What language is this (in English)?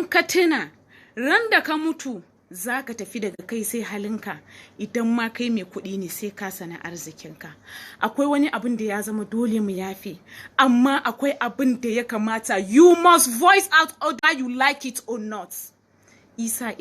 Hausa